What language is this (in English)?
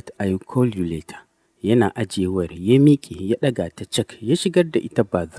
Hausa